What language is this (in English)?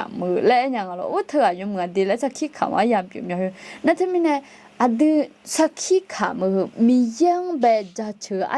Akha